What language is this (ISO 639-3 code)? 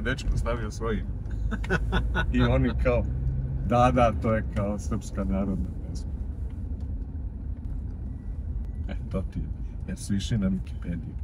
srp